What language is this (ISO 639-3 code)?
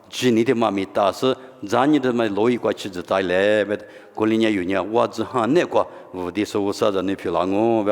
lis